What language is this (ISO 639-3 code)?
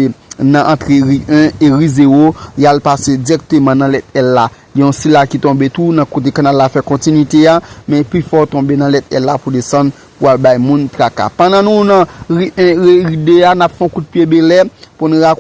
hat